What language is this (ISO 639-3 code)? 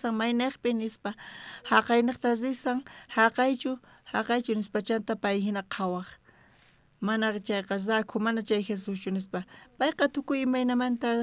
quh